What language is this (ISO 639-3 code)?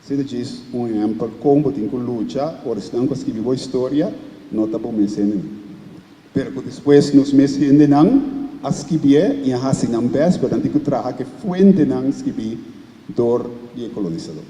pap